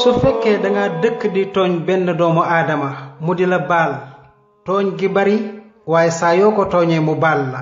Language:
Wolof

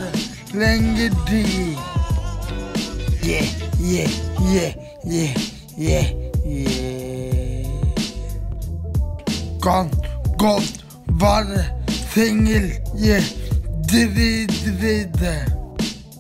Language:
Norwegian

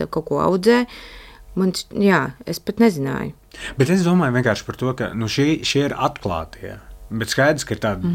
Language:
Latvian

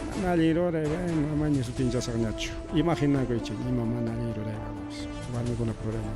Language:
Ayacucho Quechua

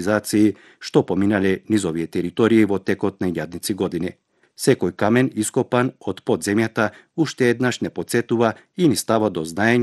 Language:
Macedonian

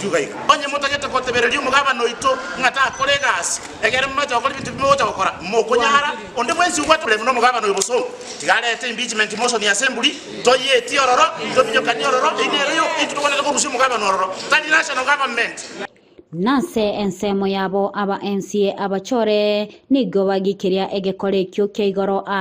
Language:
Gusii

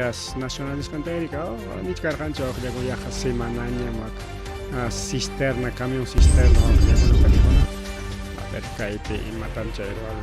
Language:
Ayacucho Quechua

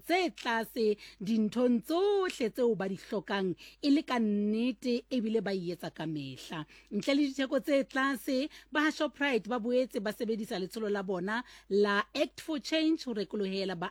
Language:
Southern Sotho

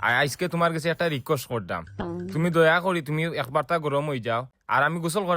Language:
Sylheti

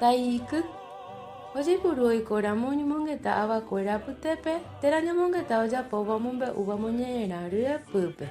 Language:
Guarani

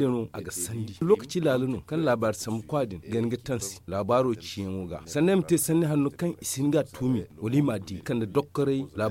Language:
Zarma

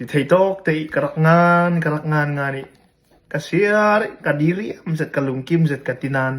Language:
Hakha Chin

